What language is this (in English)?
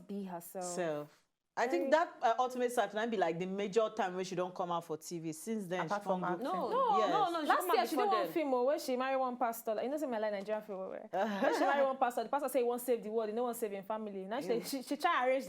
Nigerian Pidgin